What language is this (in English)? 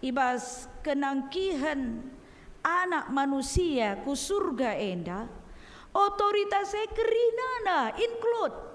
Batak Karo